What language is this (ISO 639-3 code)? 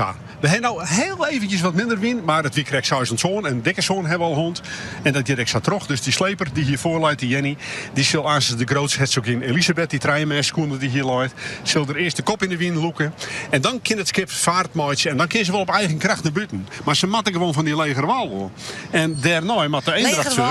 fry